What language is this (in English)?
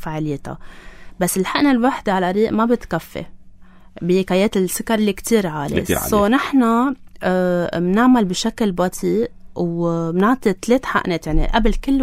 North Levantine Arabic